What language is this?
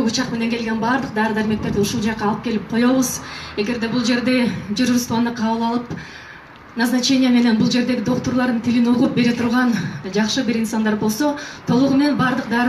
Kyrgyz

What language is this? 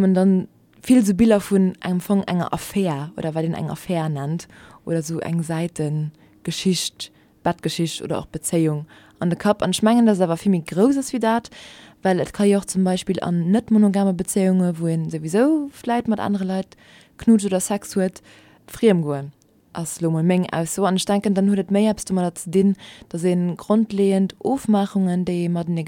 Luxembourgish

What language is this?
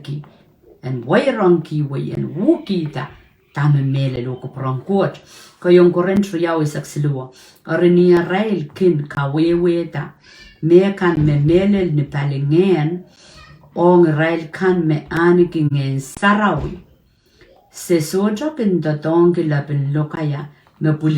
Pohnpeian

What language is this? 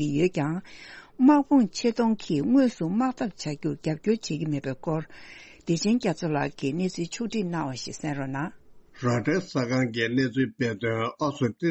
Tibetan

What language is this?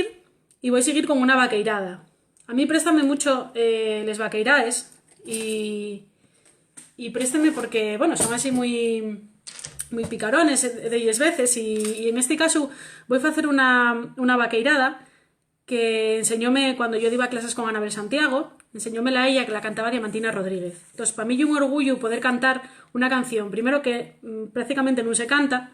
Asturian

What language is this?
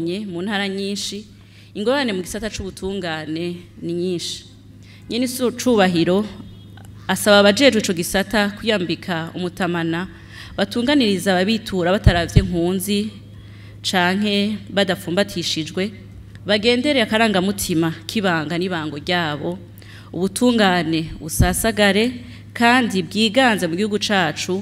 Rundi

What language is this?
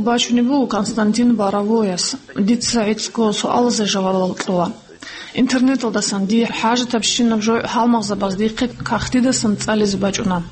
Avaric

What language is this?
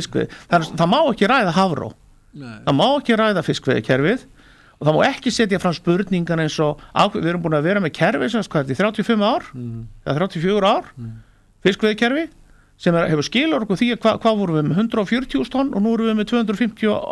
Icelandic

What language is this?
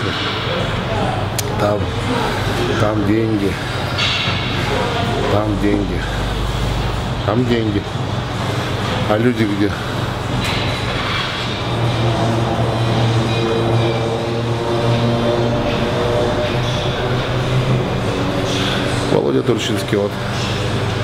Russian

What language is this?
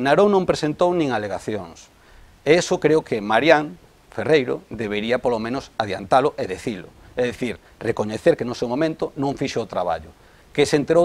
Galician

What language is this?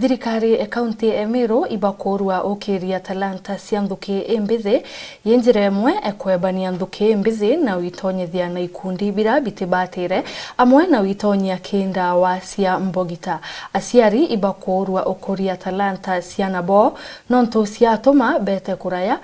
Meru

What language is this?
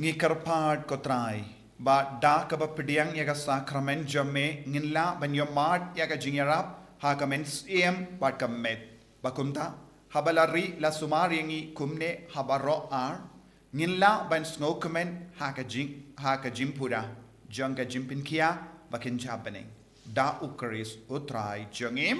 Khasi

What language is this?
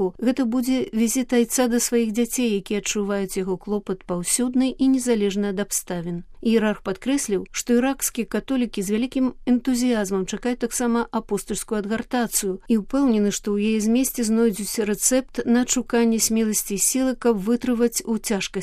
Belarusian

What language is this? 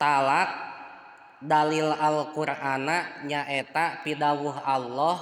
Sundanese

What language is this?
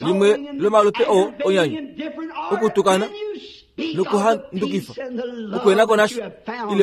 Kuanyama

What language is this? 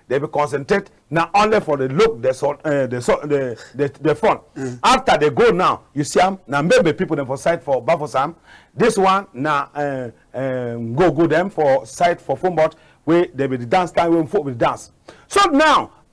Cameroon Pidgin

